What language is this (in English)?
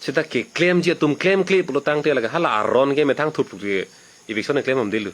Karbi